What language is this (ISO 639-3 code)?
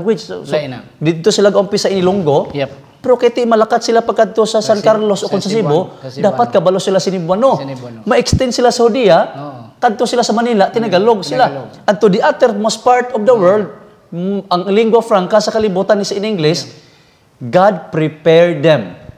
hil